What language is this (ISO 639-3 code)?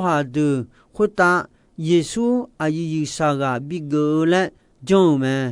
ahk